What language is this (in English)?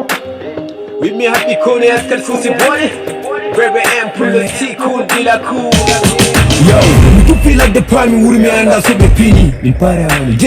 Fula